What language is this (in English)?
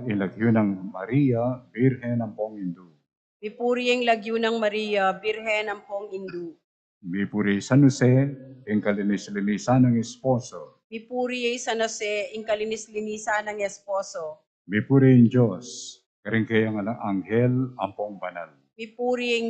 Pampanga